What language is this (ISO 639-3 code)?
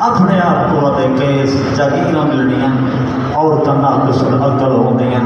skr